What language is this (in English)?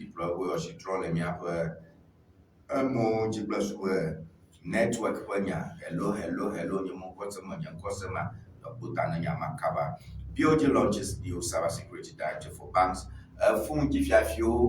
Ewe